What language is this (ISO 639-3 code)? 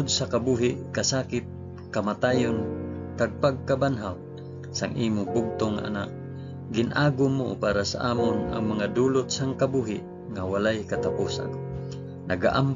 hil